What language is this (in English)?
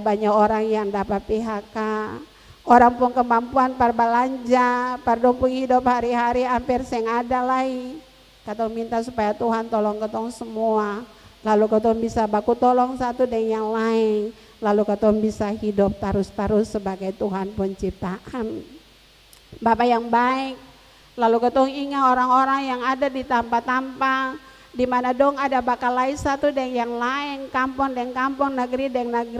Ambonese Malay